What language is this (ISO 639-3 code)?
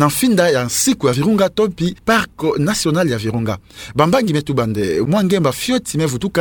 ktu